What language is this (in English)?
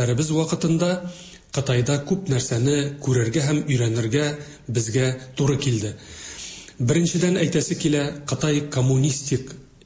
Tatar